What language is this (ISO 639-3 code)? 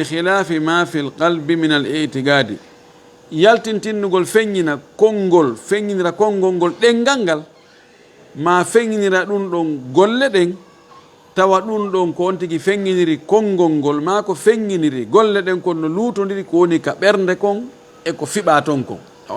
ful